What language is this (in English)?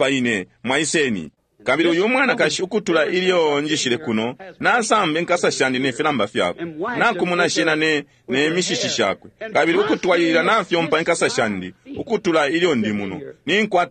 Bemba